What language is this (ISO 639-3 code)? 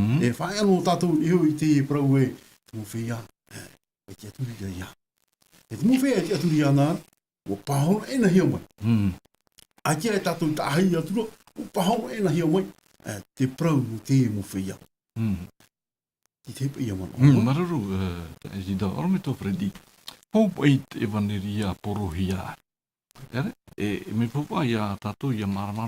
tah